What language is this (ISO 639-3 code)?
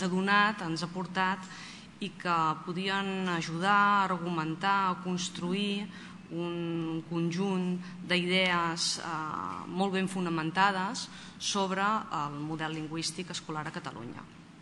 cat